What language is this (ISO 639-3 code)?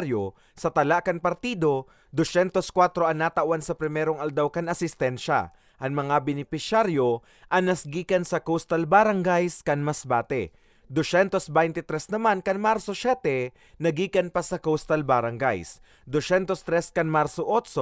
bik